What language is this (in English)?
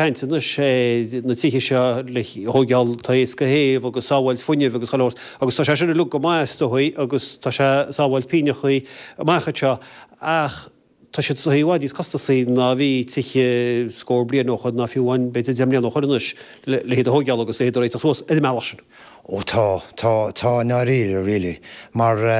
Irish